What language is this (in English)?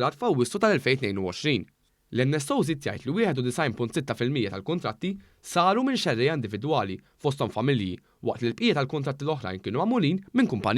Maltese